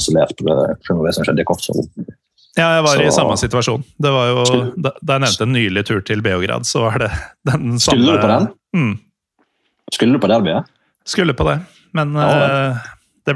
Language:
Norwegian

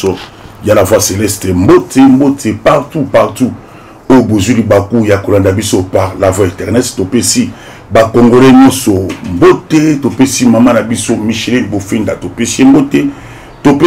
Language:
Lingala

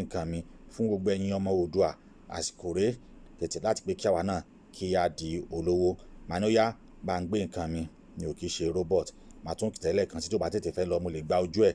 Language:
Yoruba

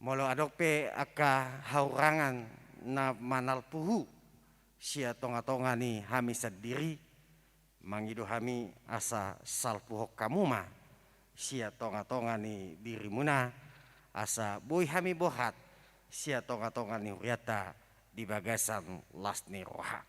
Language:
Batak Toba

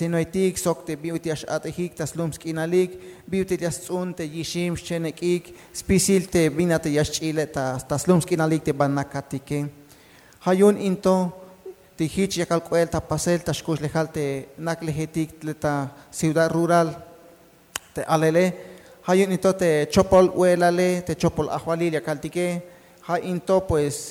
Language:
Tzeltal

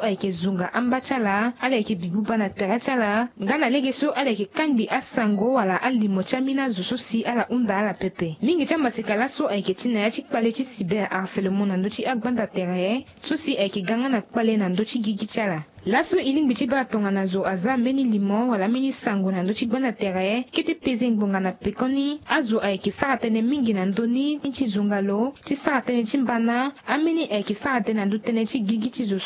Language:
Sango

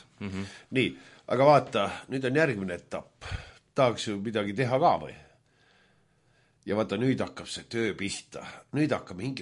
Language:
Estonian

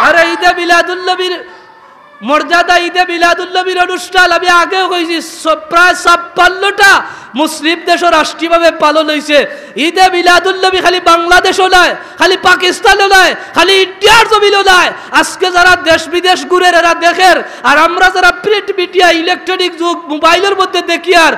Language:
Sylheti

